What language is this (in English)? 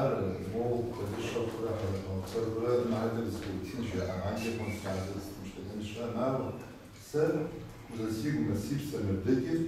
Kabardian